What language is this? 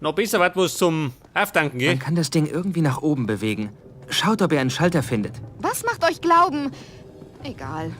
Bavarian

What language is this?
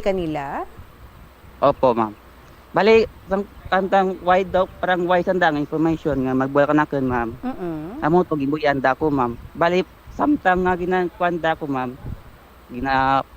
Hiligaynon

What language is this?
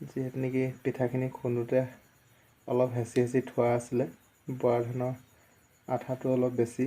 Assamese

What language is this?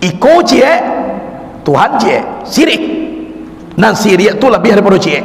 Minangkabau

